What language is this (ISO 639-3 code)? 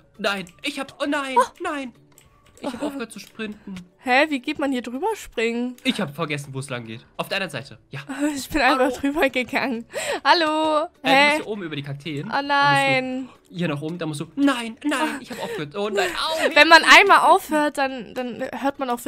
deu